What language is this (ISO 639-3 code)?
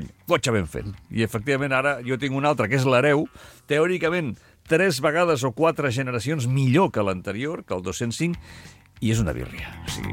cat